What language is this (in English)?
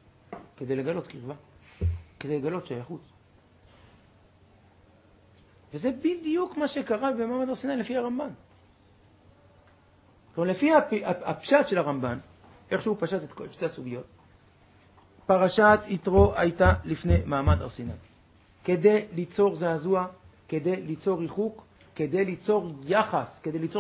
Hebrew